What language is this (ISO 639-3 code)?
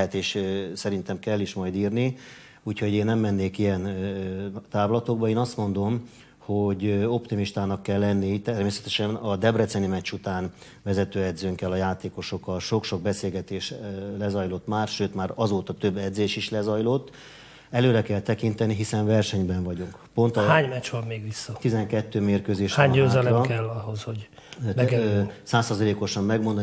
hun